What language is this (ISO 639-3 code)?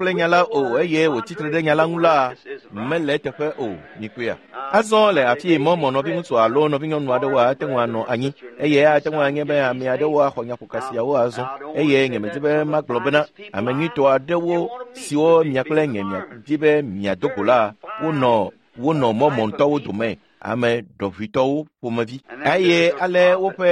ewe